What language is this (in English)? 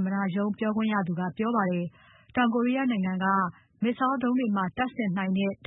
Burmese